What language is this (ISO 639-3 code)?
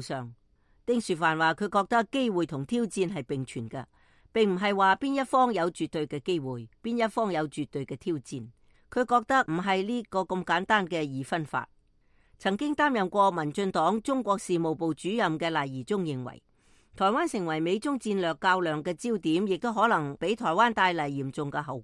yue